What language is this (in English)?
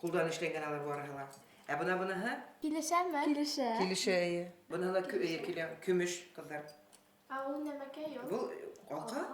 Bashkir